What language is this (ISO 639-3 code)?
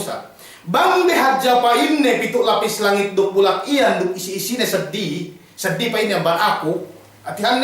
yka